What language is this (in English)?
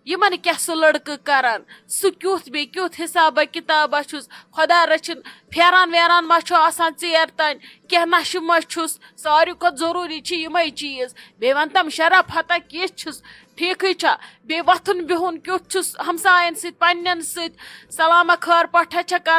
Kashmiri